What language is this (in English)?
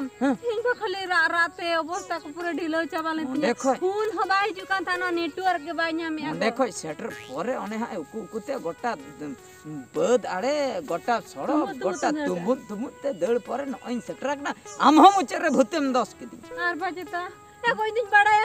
Santali